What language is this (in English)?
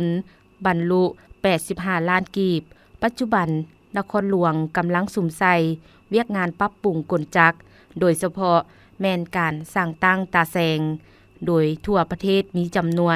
Lao